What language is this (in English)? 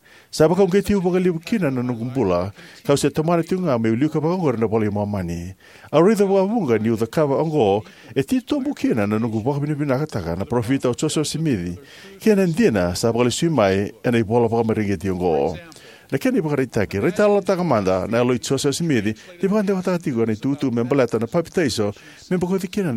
Fijian